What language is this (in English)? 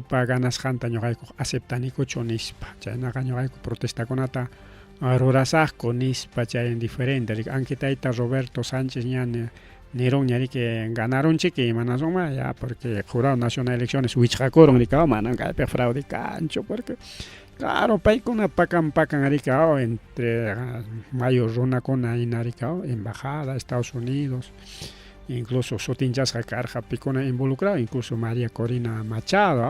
Ayacucho Quechua